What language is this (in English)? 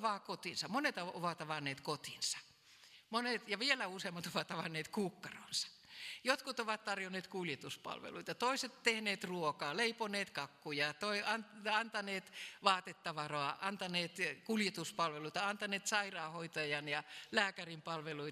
Finnish